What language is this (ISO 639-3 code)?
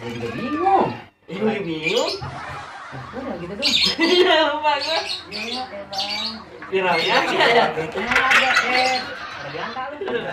bew